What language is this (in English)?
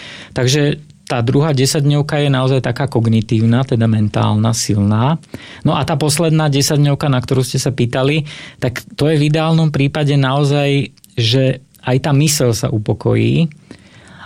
Slovak